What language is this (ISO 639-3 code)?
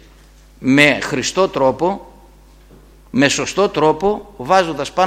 ell